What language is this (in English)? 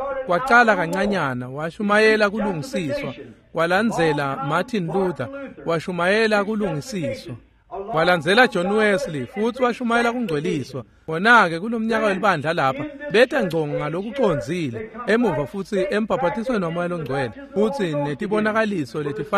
Swati